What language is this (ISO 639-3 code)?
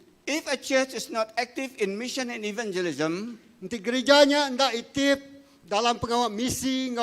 iba